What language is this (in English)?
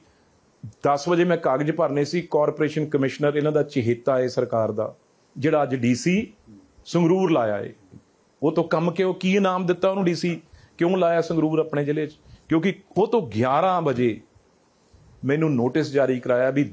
Punjabi